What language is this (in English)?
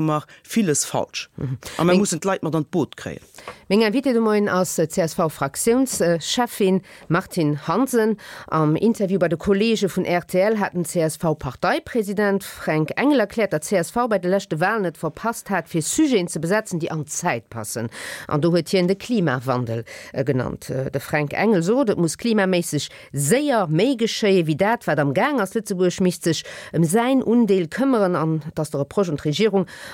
Luxembourgish